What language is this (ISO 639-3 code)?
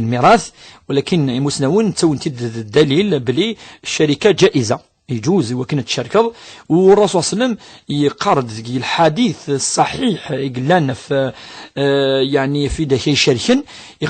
kab